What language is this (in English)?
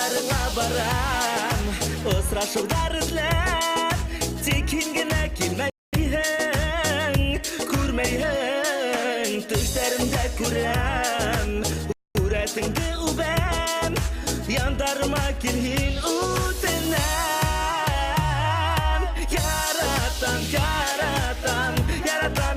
Bashkir